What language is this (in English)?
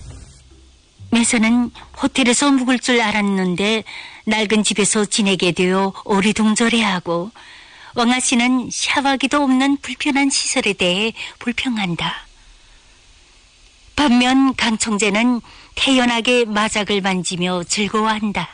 Korean